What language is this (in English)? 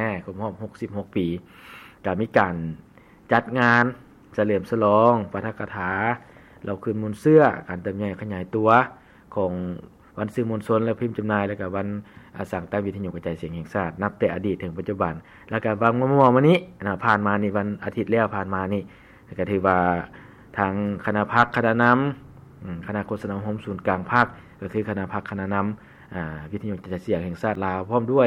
Lao